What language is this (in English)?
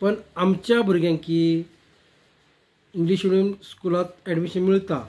Konkani